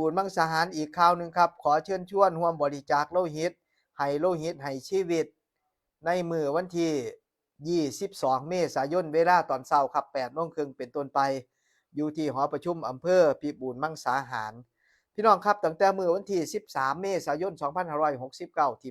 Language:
Northeastern Thai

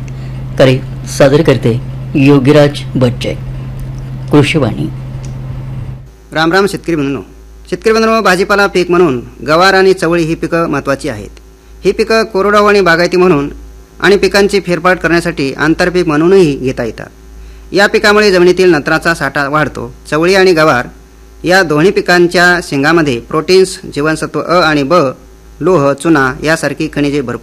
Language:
Marathi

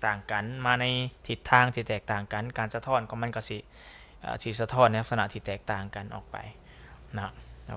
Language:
Lao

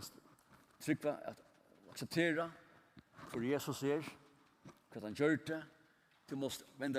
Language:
Faroese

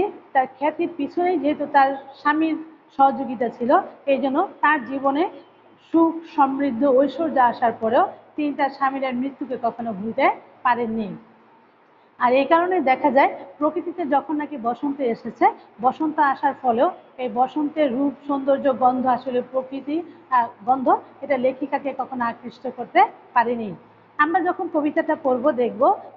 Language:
Bangla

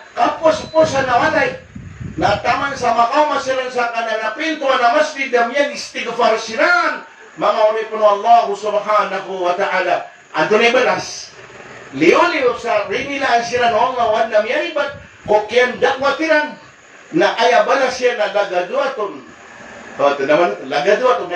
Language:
Maranao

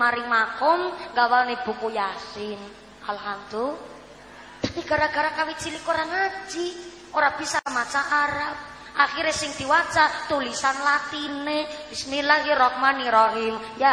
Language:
Javanese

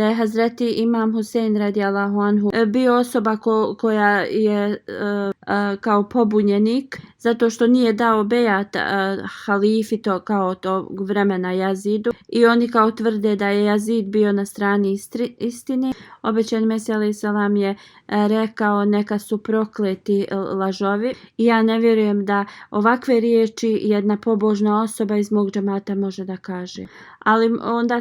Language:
Bosnian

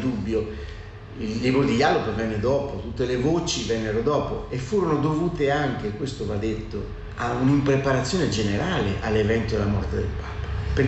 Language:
Italian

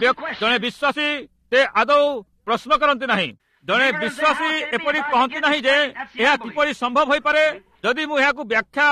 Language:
Odia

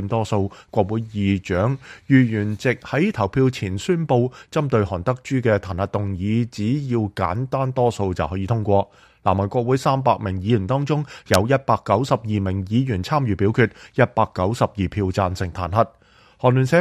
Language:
Cantonese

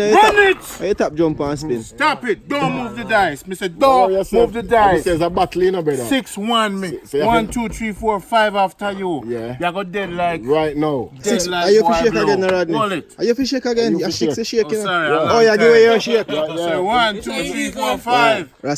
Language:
Jamaican Creole English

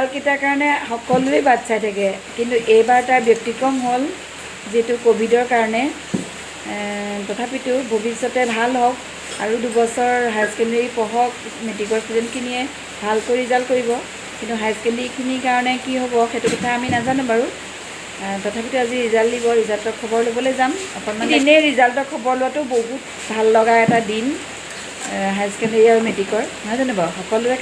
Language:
Assamese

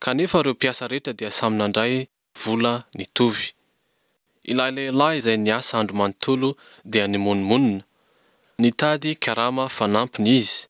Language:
Malagasy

